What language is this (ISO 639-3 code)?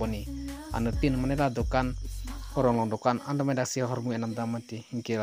mjw